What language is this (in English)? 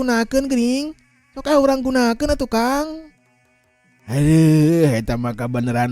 Sundanese